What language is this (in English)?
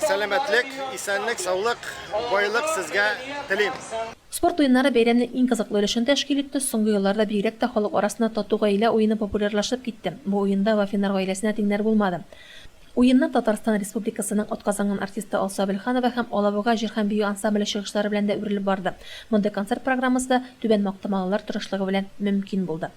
Tatar